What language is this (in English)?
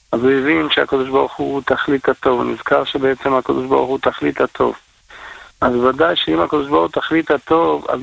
Hebrew